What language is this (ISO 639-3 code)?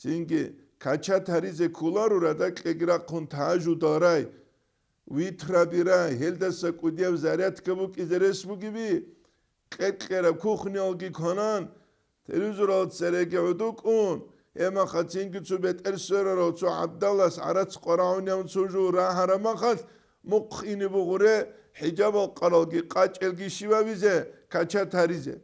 ava